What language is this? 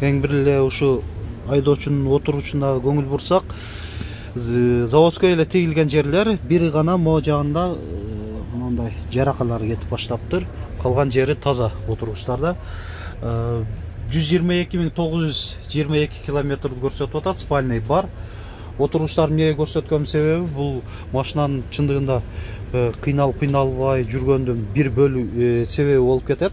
Kyrgyz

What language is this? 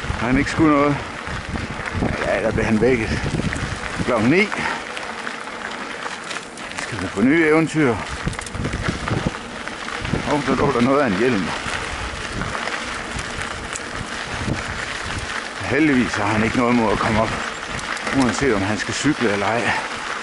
Danish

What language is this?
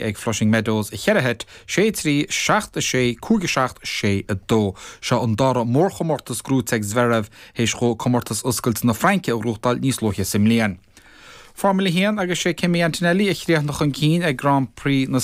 Irish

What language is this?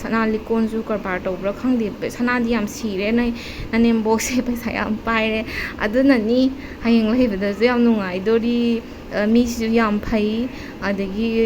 Manipuri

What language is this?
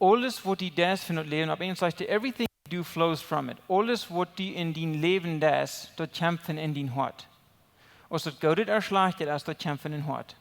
Plautdietsch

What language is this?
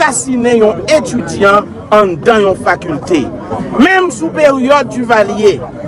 Haitian Creole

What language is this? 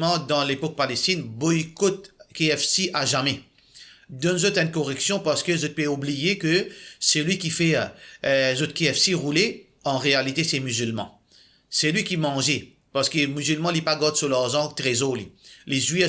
Morisyen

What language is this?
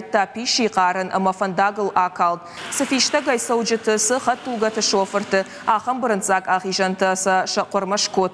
Ossetic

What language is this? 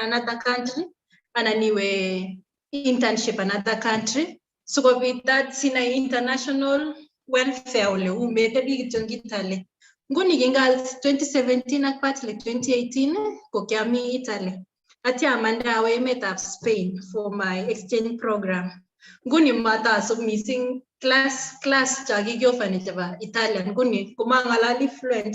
Kalenjin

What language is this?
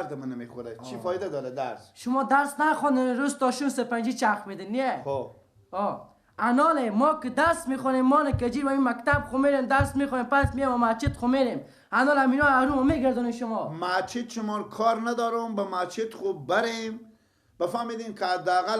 Persian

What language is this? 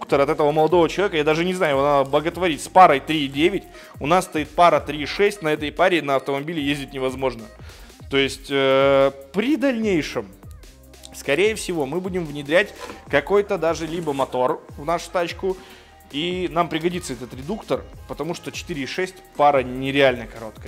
Russian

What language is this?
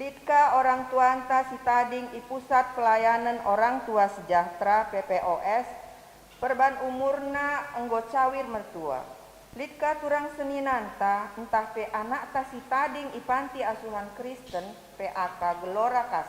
Batak Karo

